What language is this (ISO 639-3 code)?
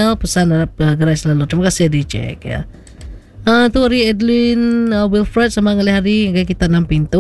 iba